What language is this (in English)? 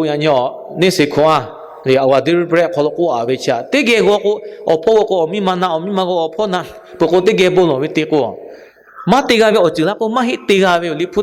Lahu